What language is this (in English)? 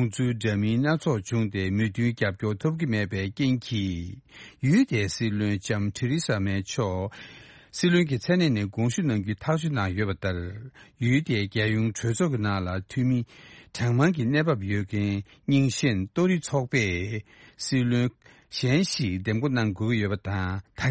Tibetan